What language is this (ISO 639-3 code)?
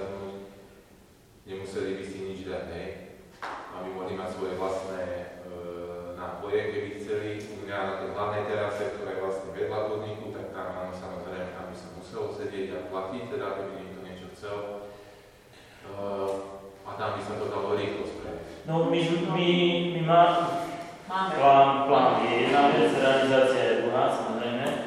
slk